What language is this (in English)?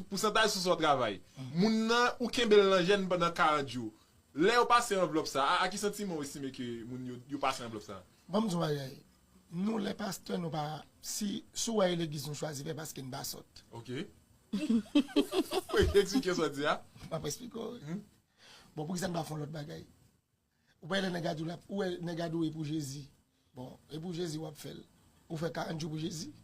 Haitian Creole